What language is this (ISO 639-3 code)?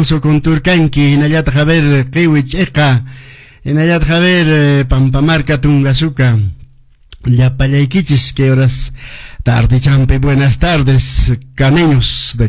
que